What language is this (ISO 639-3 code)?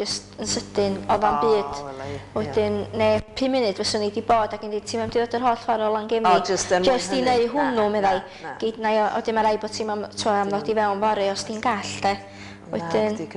cym